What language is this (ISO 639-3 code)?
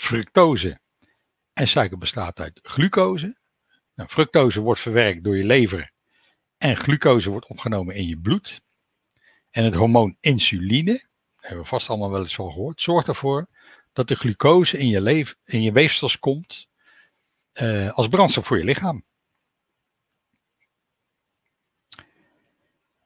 nld